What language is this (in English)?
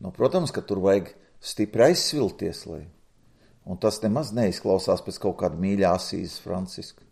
Latvian